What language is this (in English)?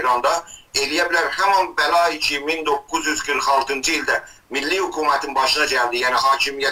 South Azerbaijani